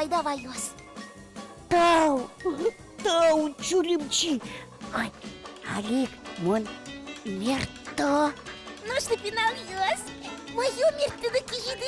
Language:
Udmurt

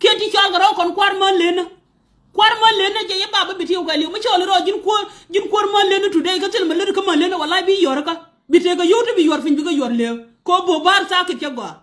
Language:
Nuer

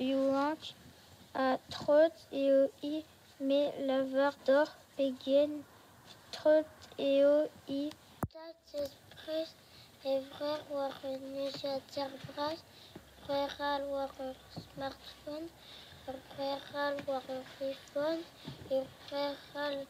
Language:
Breton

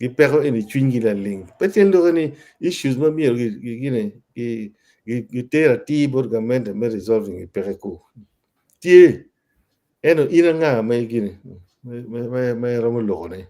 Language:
Acoli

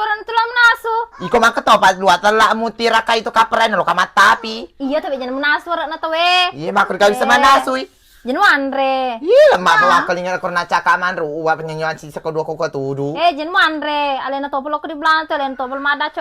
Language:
Buginese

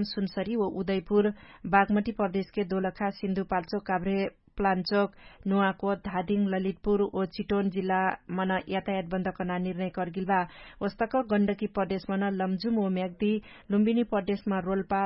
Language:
Dangaura Tharu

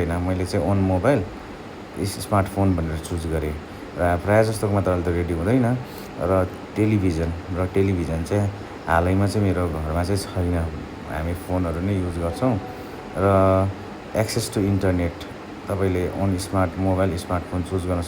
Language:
Nepali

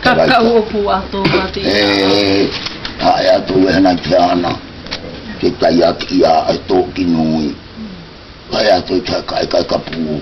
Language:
South Marquesan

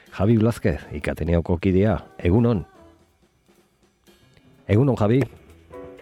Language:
Basque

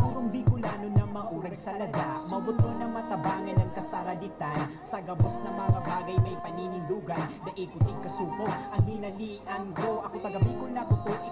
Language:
Bikol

